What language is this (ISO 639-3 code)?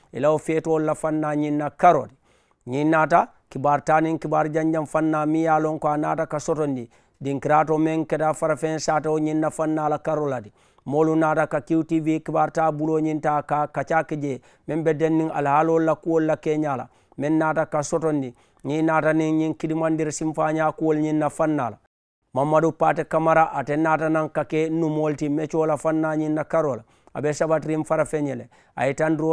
man